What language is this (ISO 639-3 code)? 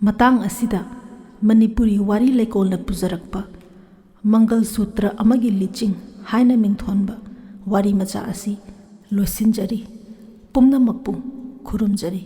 mni